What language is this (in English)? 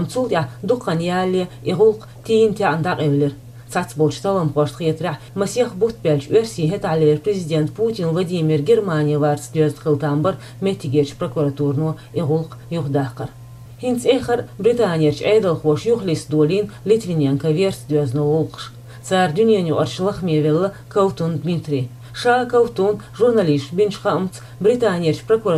Chechen